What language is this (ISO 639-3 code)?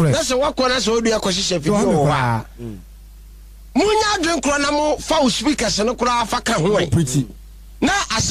aka